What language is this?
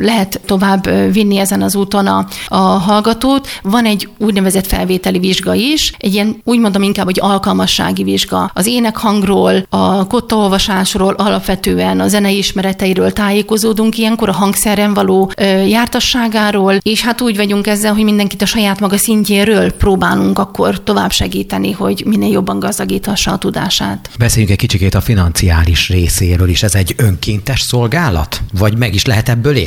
Hungarian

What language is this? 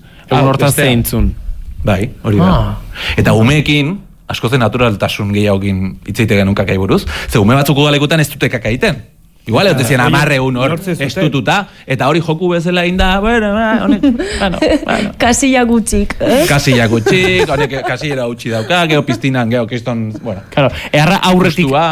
Basque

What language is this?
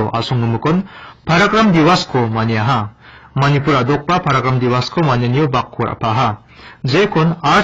Garo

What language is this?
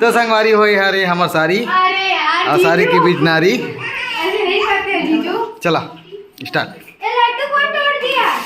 Chhattisgarhi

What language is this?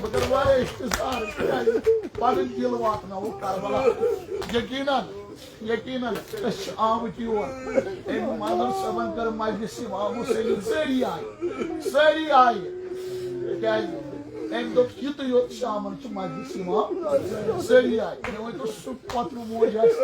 Kashmiri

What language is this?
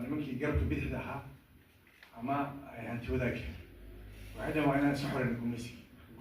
Somali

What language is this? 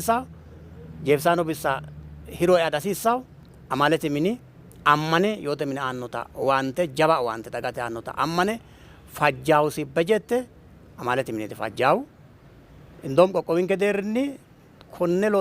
Sidamo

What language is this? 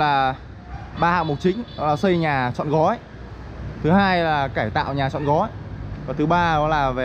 Vietnamese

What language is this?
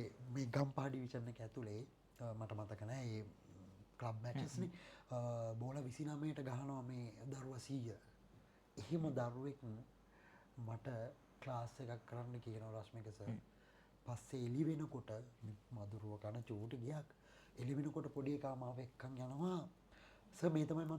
Sinhala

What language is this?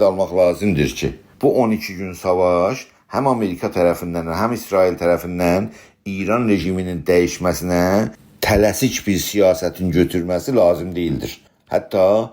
South Azerbaijani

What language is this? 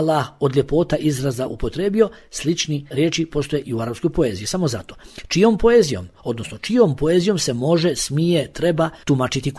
Bosnian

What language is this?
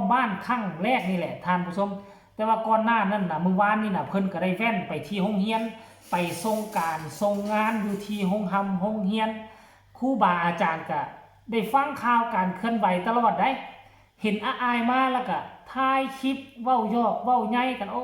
Northeastern Thai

